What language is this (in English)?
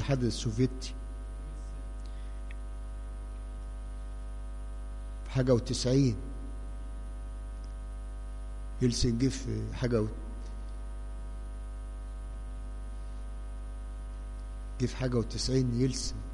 Egyptian Arabic